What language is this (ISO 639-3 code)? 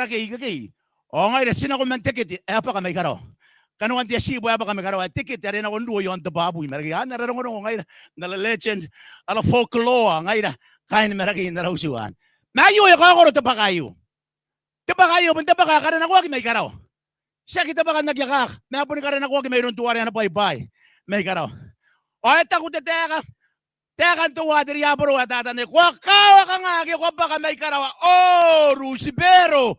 gil